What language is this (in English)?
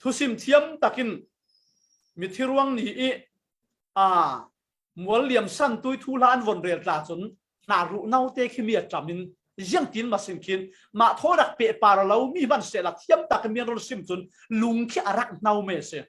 Falam Chin